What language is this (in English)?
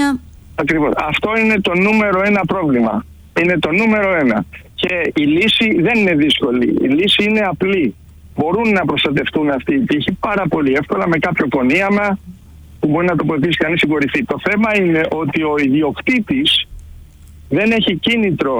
Greek